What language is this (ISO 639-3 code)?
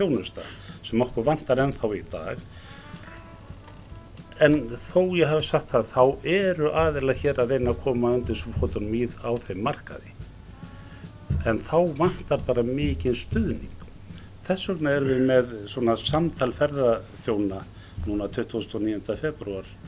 isl